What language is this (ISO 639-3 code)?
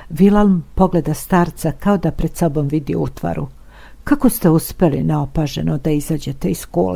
srp